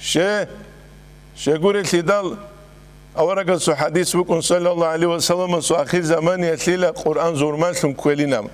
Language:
Avaric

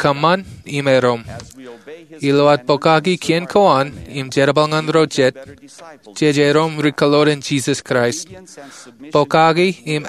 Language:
Marshallese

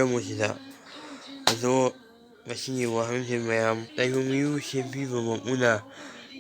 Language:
Manipuri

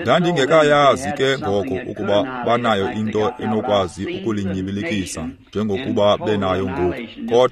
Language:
Xhosa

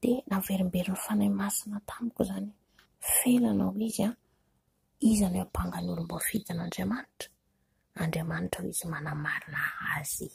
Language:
Malagasy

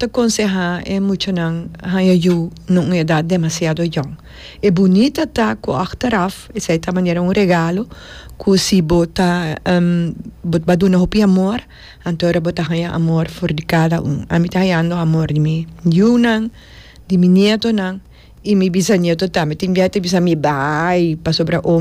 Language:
Papiamento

